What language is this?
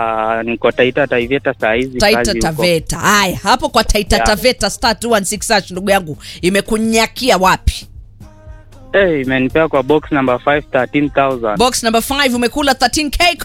Swahili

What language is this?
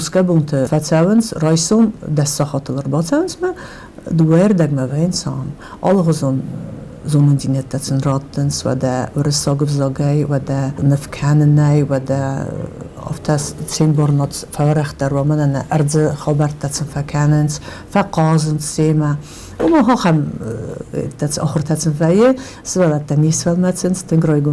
Ossetic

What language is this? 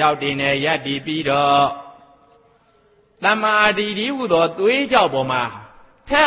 Burmese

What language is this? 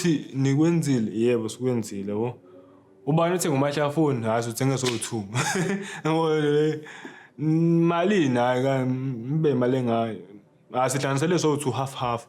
Zulu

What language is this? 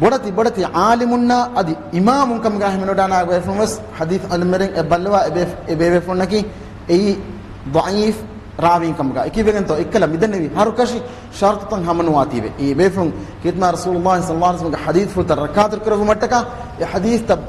Divehi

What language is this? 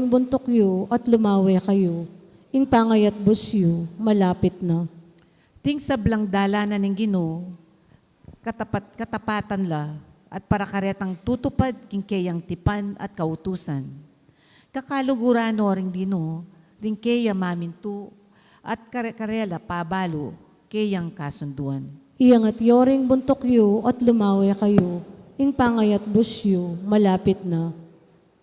Pampanga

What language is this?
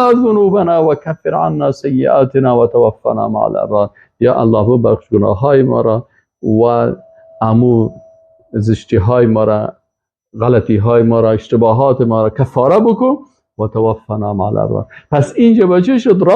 Persian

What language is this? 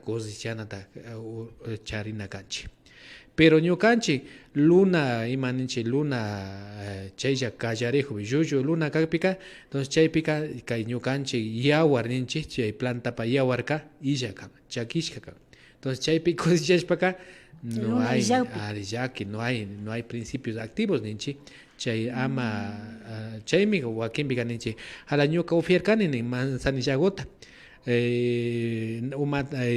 Imbabura Highland Quichua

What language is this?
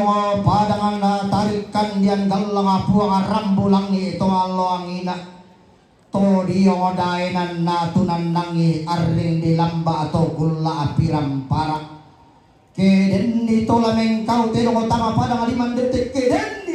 Toraja-Sa'dan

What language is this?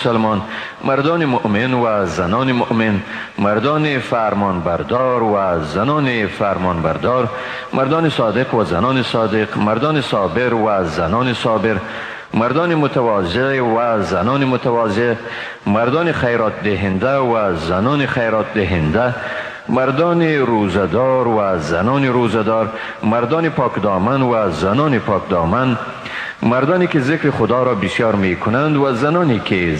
Tajik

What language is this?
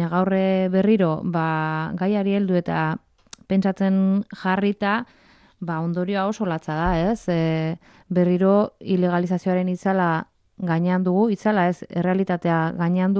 Basque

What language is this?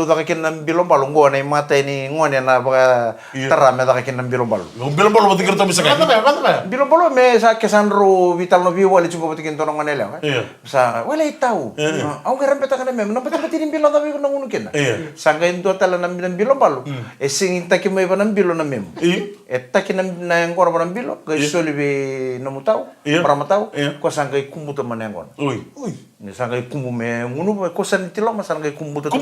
Fijian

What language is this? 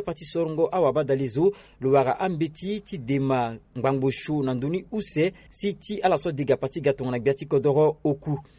Sango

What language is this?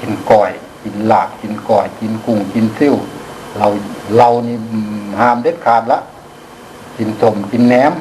Lao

